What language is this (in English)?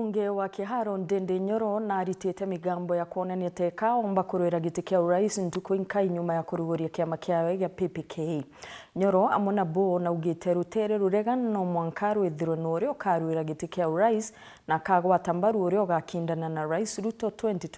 Meru